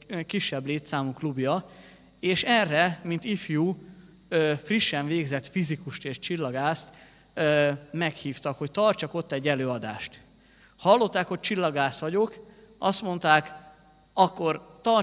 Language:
Hungarian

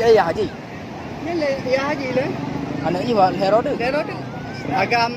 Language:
Achinese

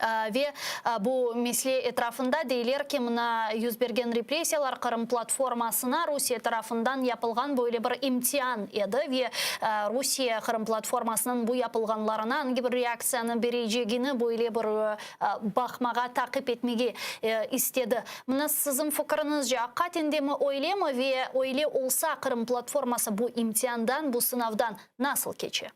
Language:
Crimean Tatar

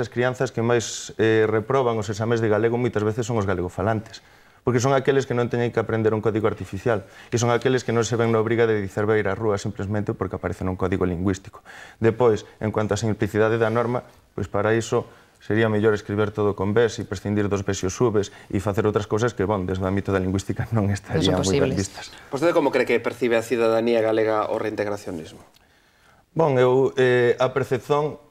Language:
Galician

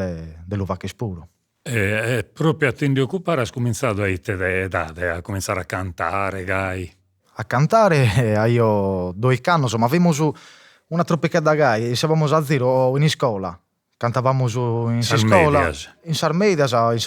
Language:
Sardinian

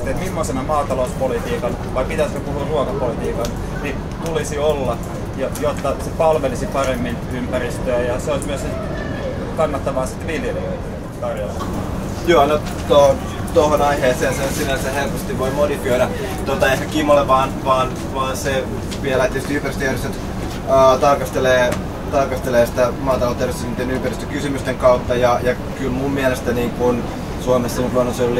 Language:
Finnish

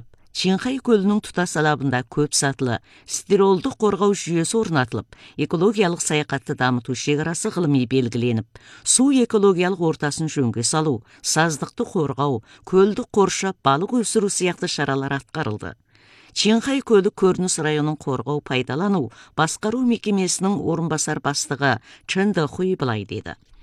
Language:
Kazakh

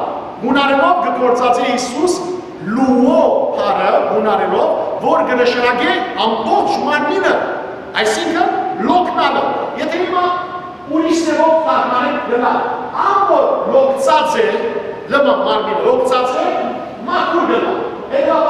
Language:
Western Armenian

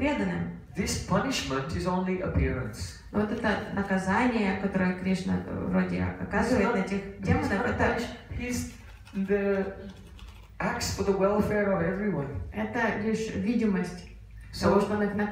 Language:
Russian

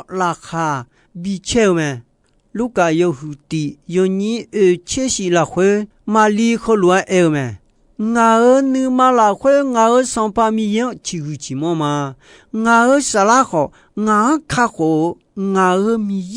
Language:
Akha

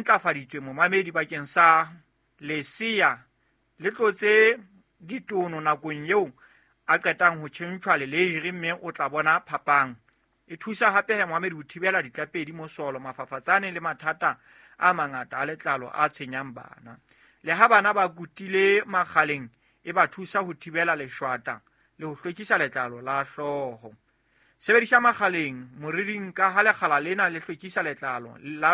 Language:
Southern Sotho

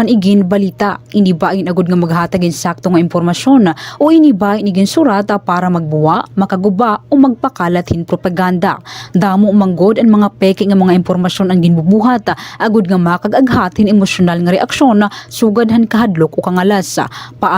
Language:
Waray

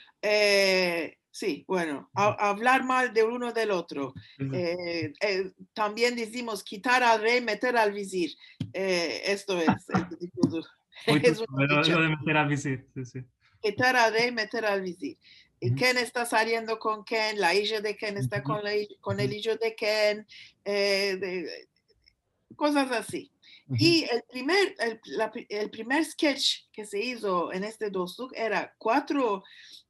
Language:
Ladino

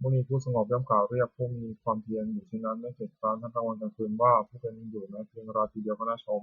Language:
Pali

